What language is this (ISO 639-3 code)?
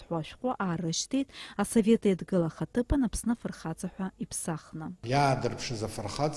abk